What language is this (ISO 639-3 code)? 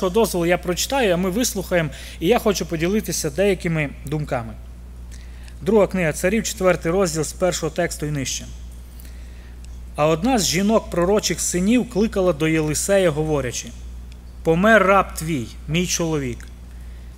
ukr